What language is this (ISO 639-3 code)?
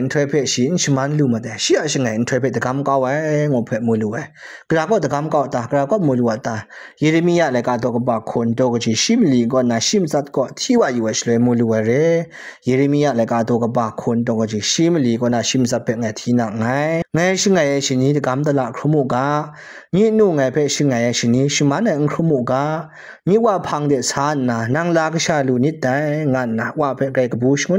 kac